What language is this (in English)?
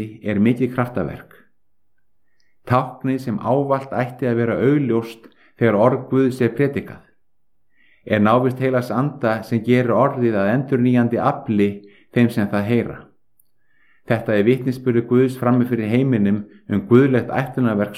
Icelandic